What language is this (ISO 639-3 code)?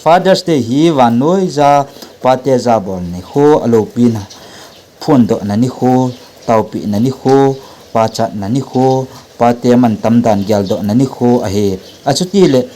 tcz